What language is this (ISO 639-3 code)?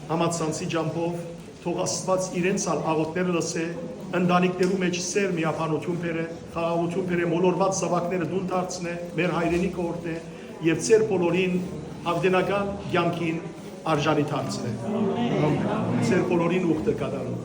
hyw